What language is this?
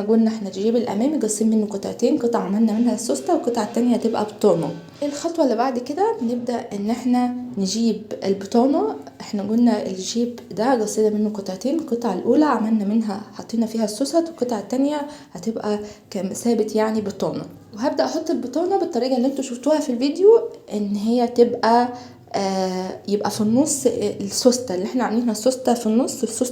Egyptian Arabic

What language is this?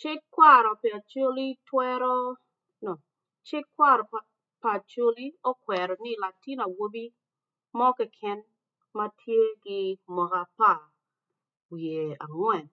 Acoli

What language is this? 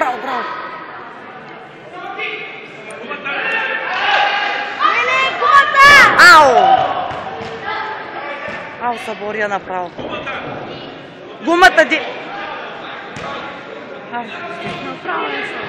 Bulgarian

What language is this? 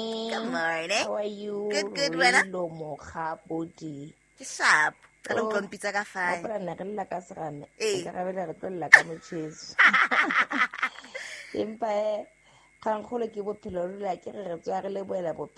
Southern Sotho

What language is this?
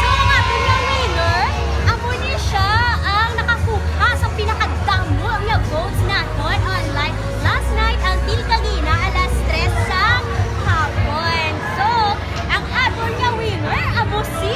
Hiligaynon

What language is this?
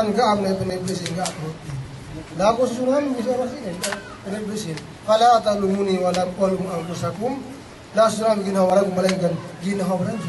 Yakan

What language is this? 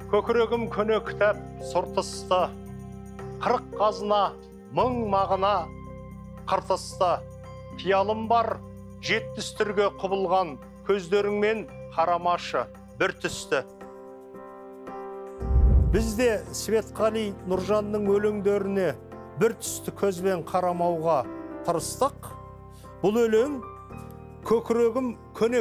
Kazakh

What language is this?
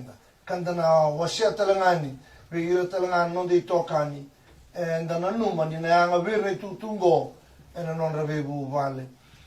Fijian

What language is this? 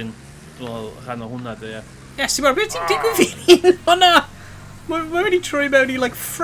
Welsh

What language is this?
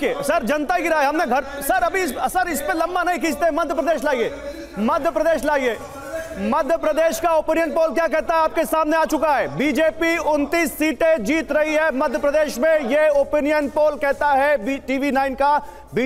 Hindi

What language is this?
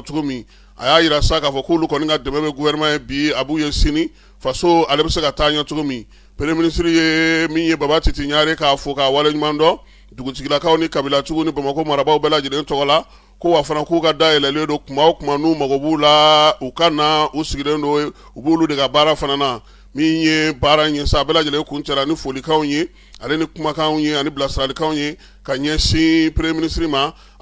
Bambara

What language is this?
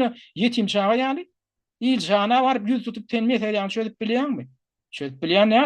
Turkmen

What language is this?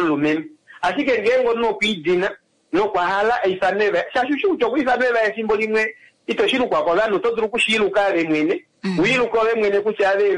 Kuanyama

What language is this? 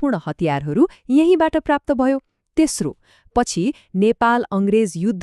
Nepali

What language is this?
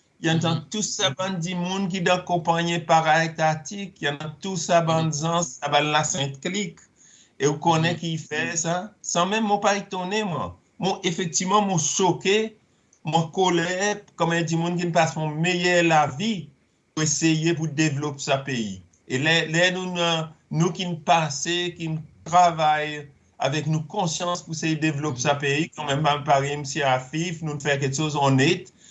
Seselwa Creole French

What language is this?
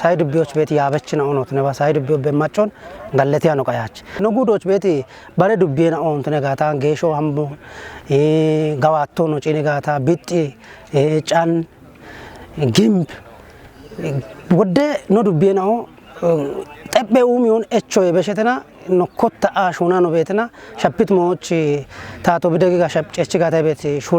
Kafa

